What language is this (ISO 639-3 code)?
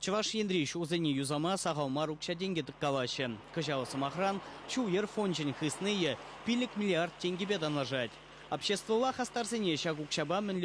chv